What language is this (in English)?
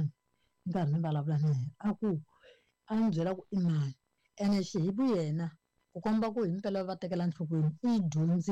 Tsonga